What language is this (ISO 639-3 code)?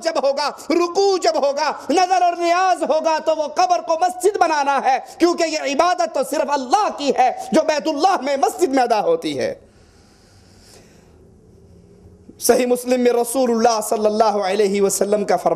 urd